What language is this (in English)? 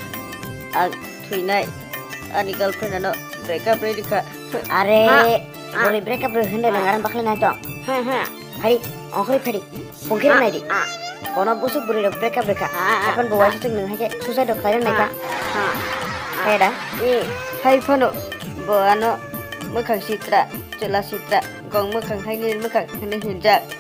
Kok Borok